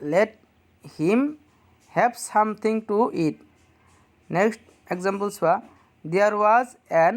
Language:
Assamese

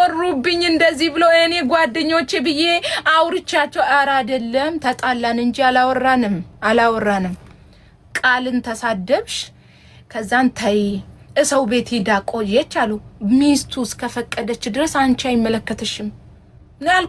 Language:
Amharic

